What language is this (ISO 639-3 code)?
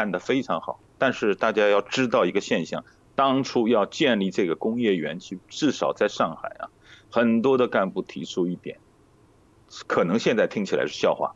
zho